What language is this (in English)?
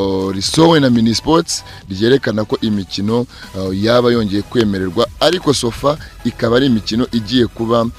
Kinyarwanda